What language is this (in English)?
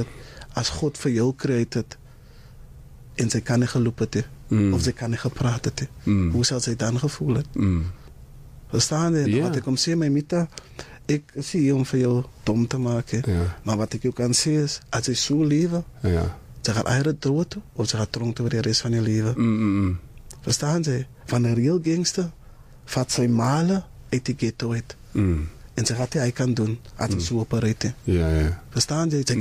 Afrikaans